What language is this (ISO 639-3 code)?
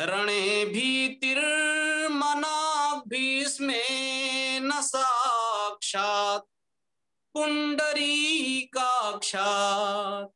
san